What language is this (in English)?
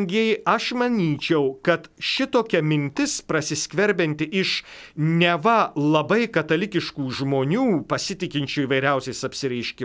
Lithuanian